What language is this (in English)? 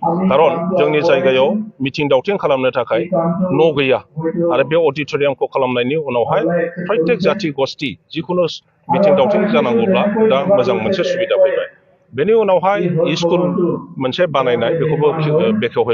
Bodo